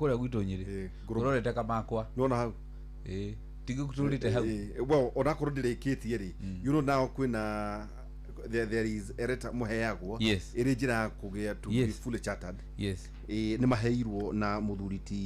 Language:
Kikuyu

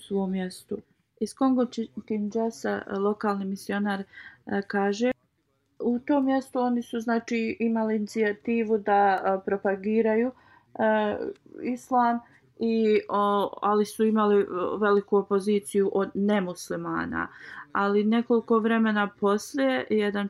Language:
Bosnian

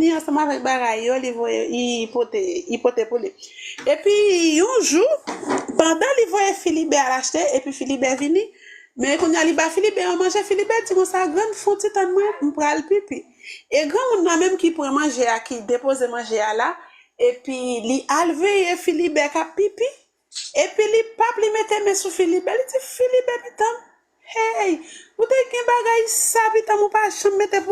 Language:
Haitian Creole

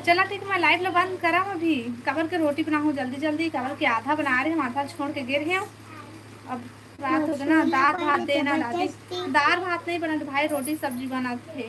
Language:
Chhattisgarhi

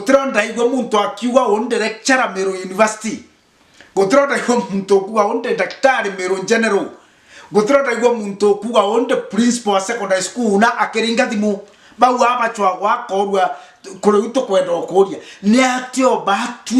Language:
Meru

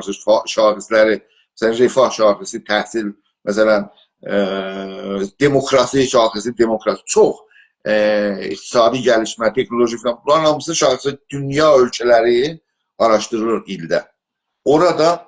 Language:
South Azerbaijani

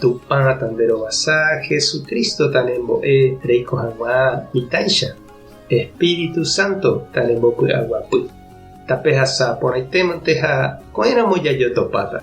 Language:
Guarani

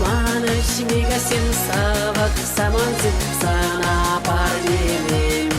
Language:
Chuvash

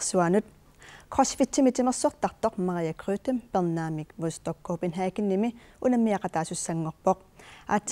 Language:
Kalaallisut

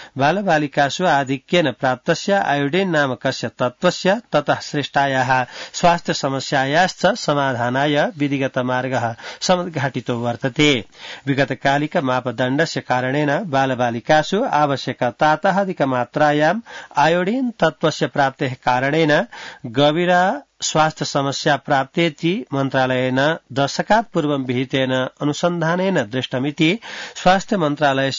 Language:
Sanskrit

